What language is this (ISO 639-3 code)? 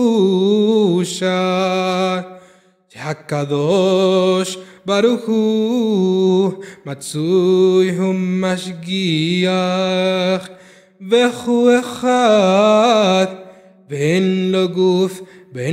heb